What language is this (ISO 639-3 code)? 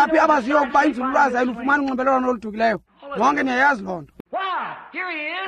xho